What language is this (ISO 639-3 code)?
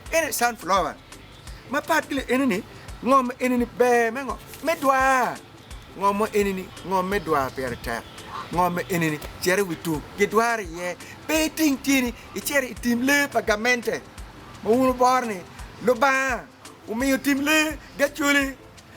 ach